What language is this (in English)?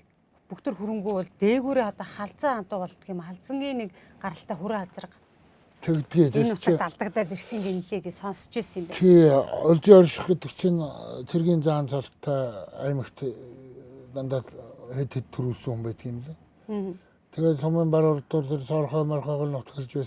Mongolian